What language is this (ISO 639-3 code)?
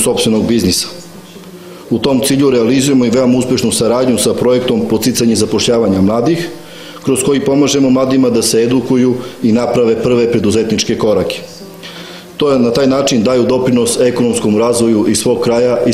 srp